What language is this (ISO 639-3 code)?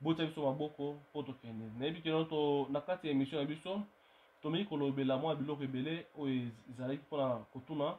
lin